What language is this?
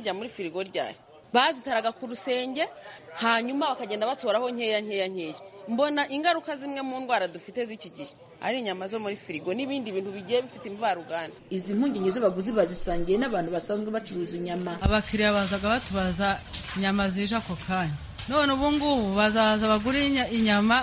Kinyarwanda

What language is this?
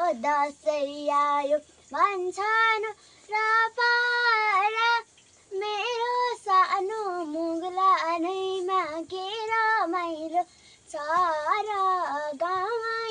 Nepali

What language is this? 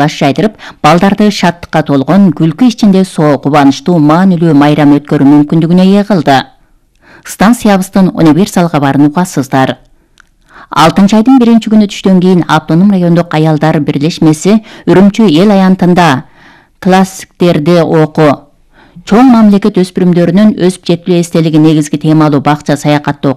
Kyrgyz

